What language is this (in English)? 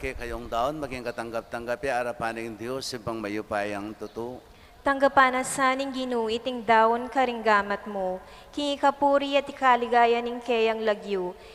Pampanga